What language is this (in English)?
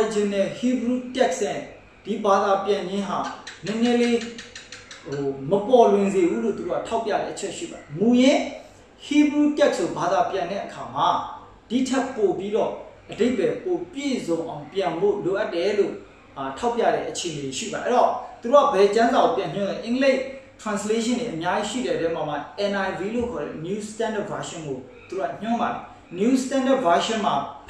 Burmese